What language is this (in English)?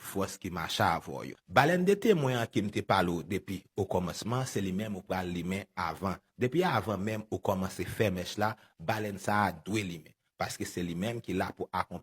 Haitian Creole